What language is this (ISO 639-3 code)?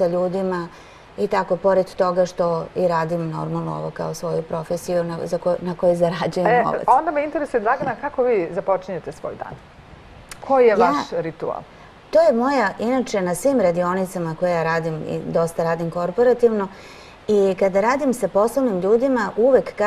srp